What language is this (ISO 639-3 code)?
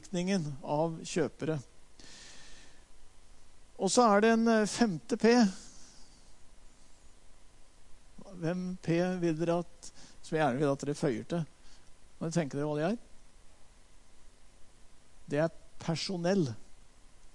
nor